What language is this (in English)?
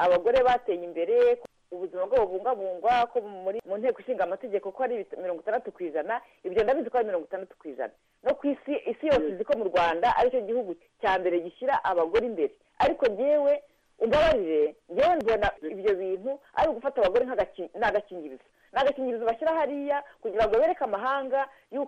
Kinyarwanda